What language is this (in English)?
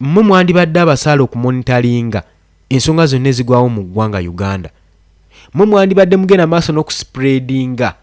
Ganda